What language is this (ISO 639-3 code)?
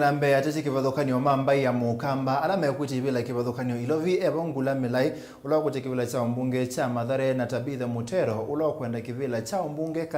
kam